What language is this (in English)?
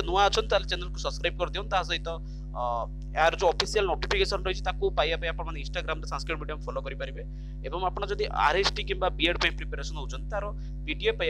Odia